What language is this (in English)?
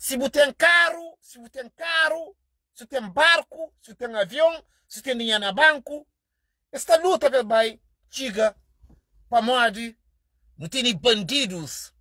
Kabuverdianu